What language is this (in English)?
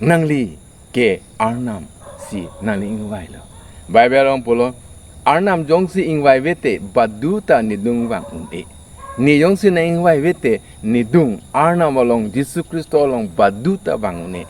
Karbi